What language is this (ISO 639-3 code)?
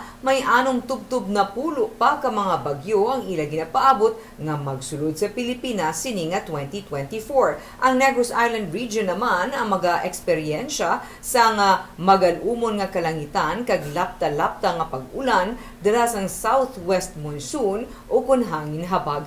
hil